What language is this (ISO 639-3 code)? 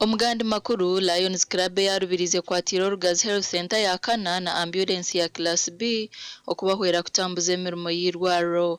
nyn